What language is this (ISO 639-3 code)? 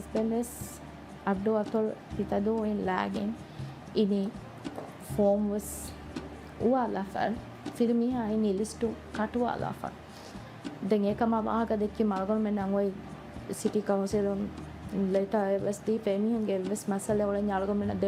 div